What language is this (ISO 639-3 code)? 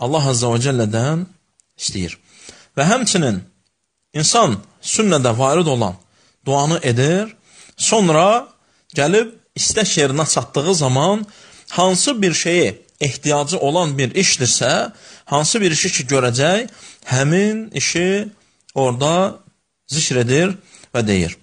aze